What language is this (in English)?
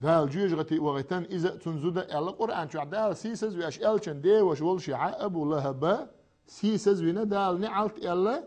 Chechen